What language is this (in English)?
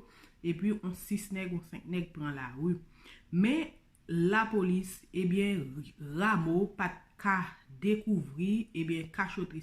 Haitian Creole